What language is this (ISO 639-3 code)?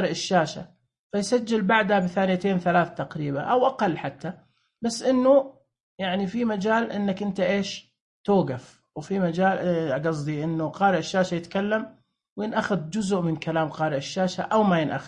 ars